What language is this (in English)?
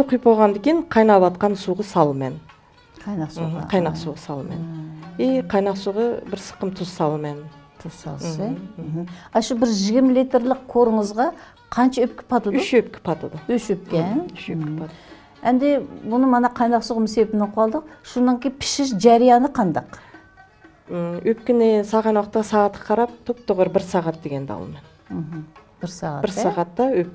Uyghur